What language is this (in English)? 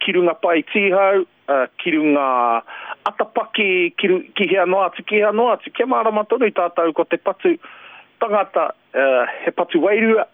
Māori